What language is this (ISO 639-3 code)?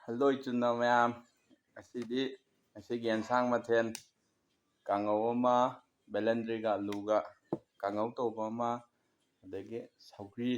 mni